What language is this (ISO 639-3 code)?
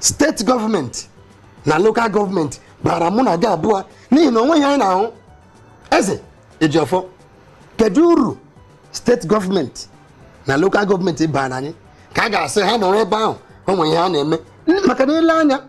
ibo